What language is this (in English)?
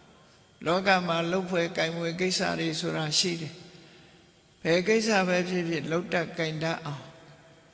Burmese